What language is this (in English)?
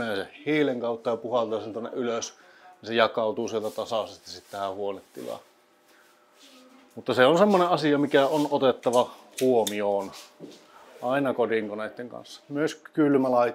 Finnish